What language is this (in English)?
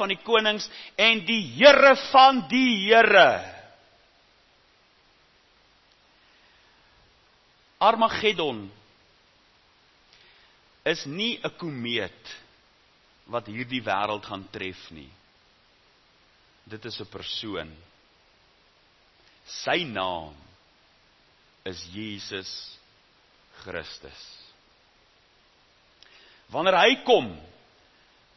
Afrikaans